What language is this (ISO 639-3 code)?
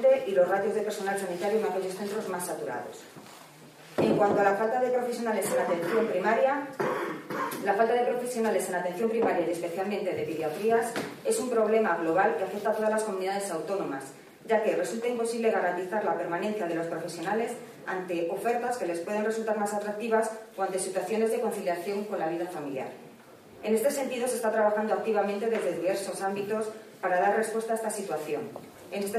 spa